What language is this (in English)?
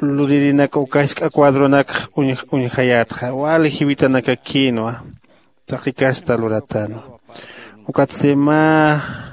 Aymara